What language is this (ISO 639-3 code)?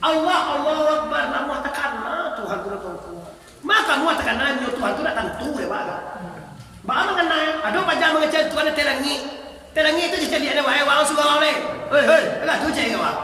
min